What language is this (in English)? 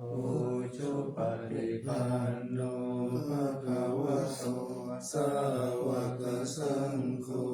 Pali